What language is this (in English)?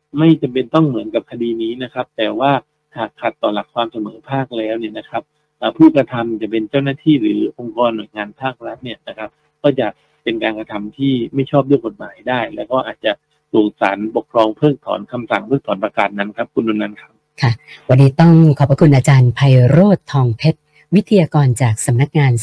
Thai